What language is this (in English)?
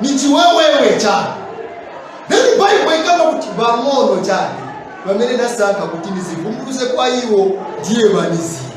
Nyanja